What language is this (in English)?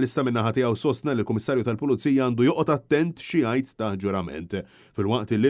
Maltese